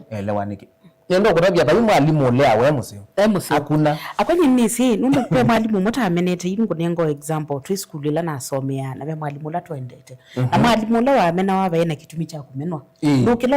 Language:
Kamba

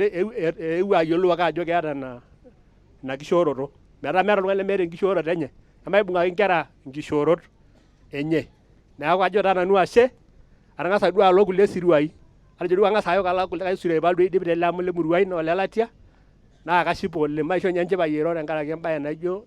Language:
Masai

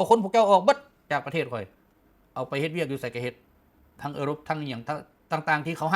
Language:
Lao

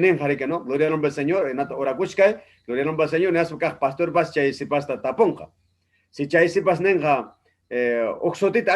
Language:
Ayacucho Quechua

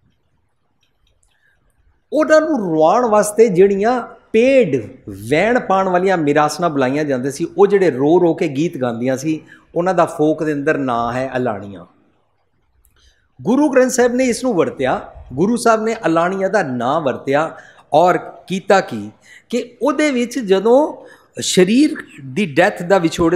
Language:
Punjabi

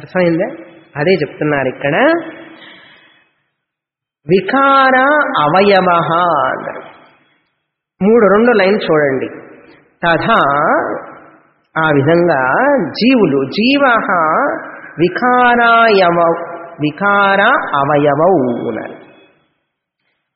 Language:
Telugu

